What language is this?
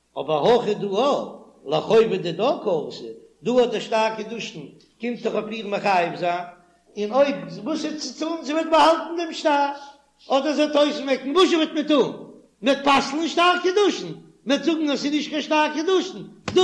Yiddish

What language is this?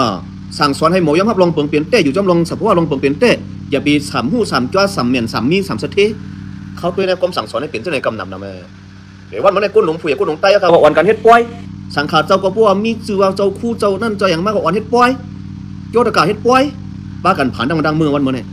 Shan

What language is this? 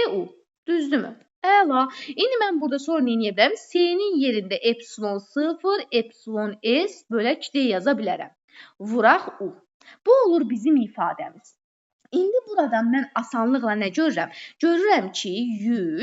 Azerbaijani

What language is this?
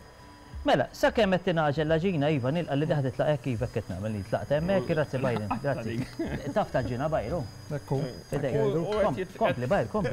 Maltese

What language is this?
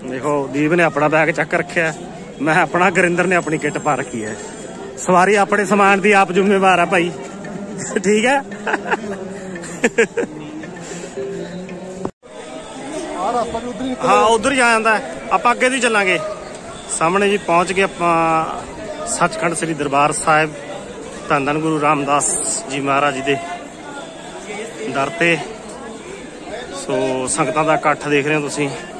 Punjabi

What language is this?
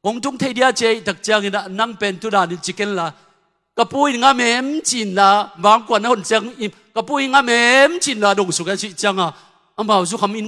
Tedim Chin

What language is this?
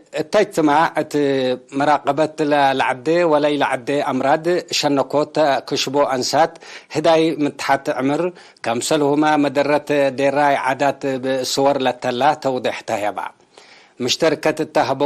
Tigre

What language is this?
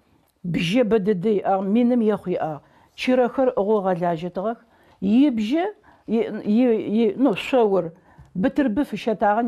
Adyghe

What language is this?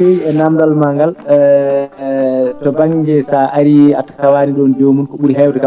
Fula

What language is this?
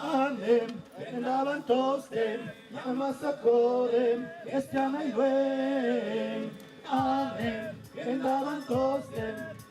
Occitan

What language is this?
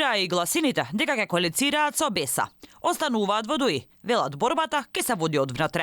Macedonian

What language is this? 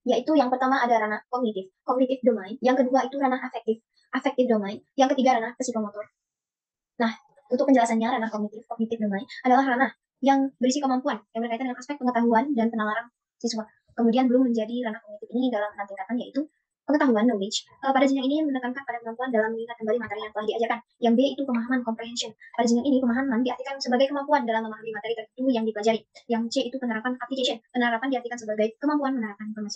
Indonesian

